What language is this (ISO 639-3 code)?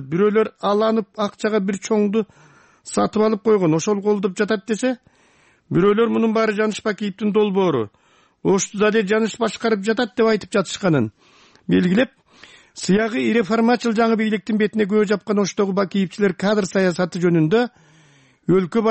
kir